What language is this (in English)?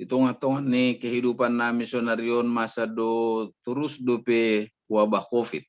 Batak Simalungun